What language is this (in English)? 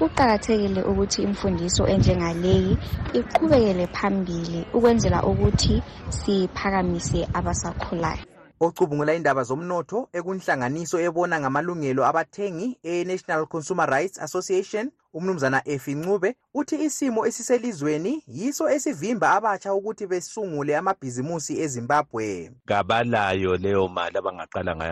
North Ndebele